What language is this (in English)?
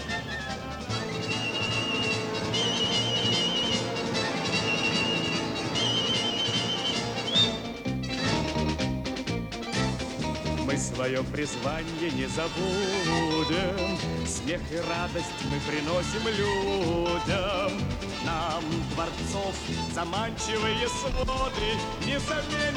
Russian